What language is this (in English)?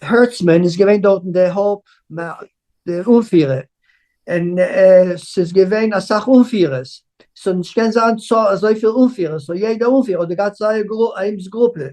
Yiddish